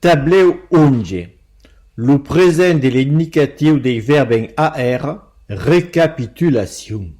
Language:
Occitan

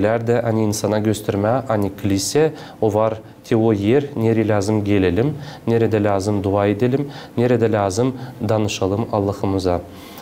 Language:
Gagauz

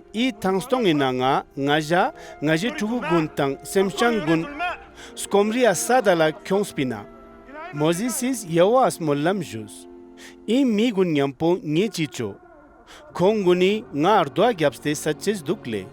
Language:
Ladakhi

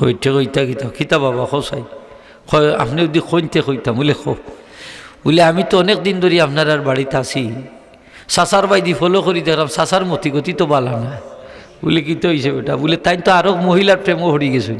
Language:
Sylheti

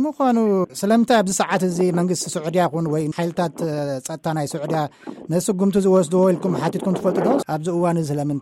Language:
Tigrinya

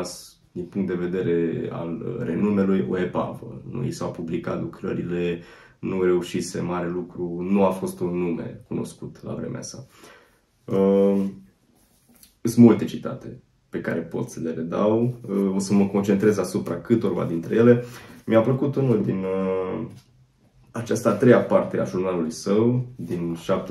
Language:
Romanian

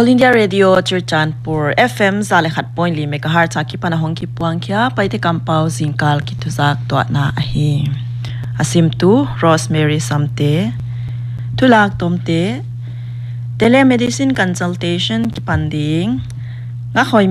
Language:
Paite Chin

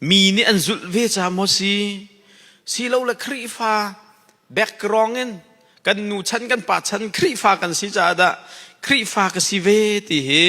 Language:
Hakha Chin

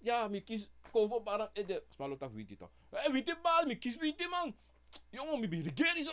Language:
Sranan Tongo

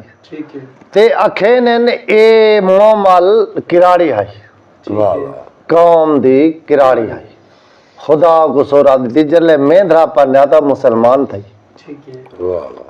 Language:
Saraiki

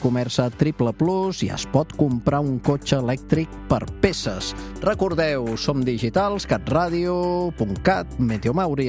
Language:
Catalan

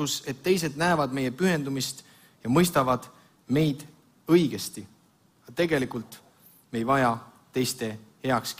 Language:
Estonian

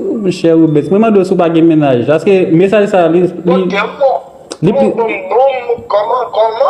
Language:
Haitian Creole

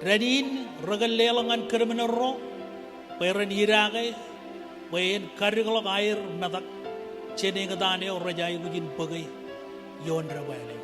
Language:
Marshallese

